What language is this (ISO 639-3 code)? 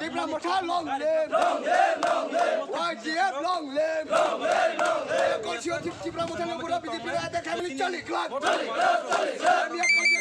trp